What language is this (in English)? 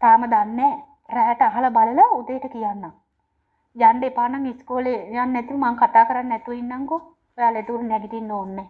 Sinhala